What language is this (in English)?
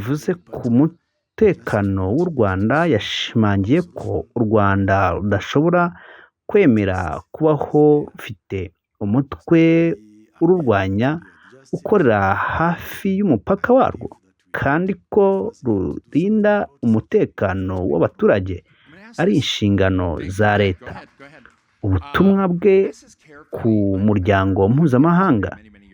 Kinyarwanda